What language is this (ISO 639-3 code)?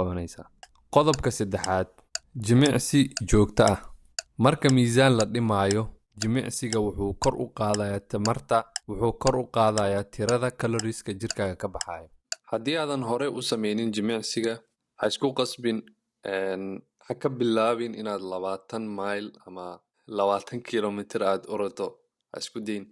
som